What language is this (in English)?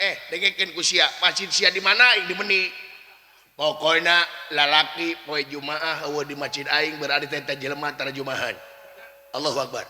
Sundanese